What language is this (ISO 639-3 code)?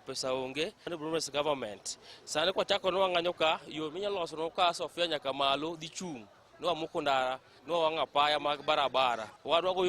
luo